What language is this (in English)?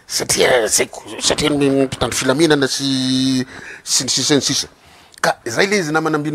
Malagasy